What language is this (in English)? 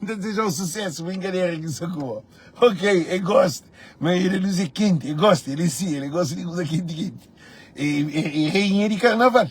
Kabuverdianu